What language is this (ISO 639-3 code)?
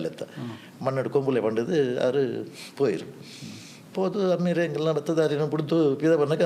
tcy